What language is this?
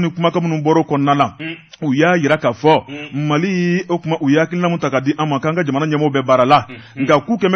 Bambara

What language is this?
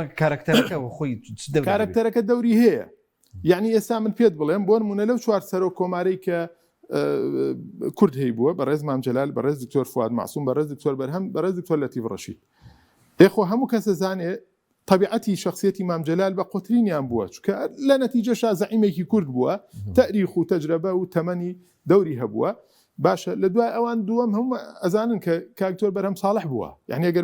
Central Kurdish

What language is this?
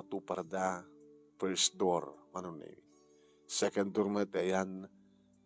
Iloko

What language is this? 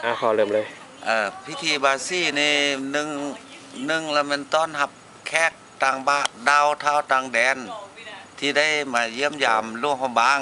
Lao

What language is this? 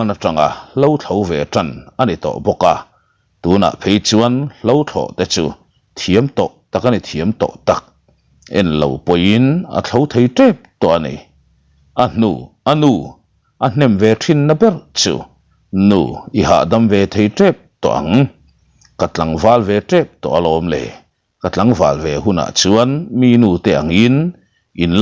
Mizo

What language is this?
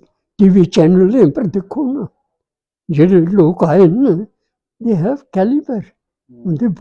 Dogri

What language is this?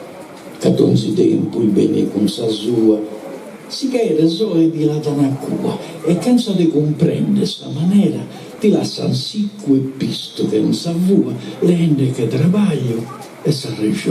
Sardinian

